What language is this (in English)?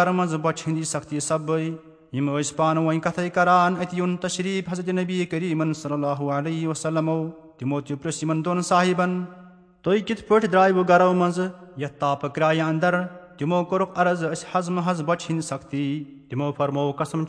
Kashmiri